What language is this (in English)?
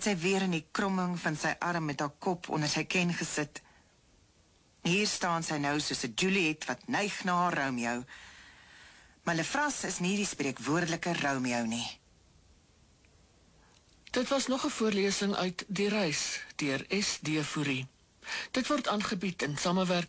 Afrikaans